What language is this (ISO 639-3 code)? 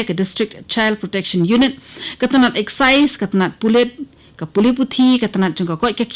kha